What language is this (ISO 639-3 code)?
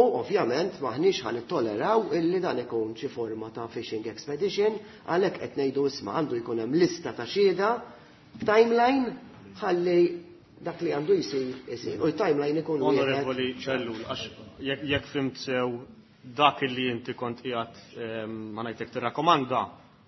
mlt